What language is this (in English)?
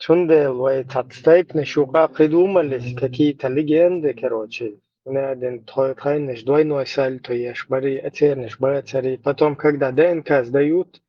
Chechen